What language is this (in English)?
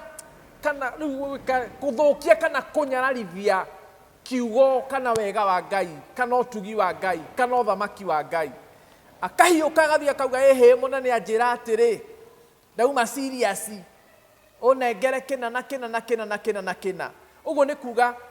Kikuyu